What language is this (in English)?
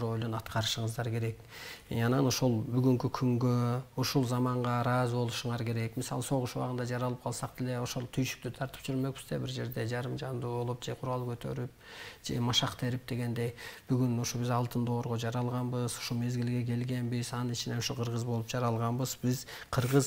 Kyrgyz